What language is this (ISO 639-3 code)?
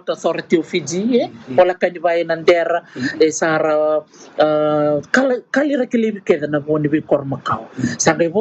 fij